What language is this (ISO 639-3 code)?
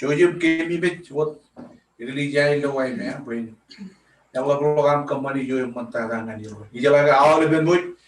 mah